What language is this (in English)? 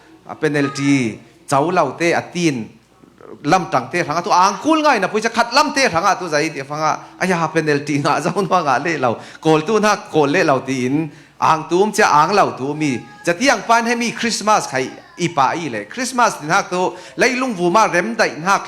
Falam Chin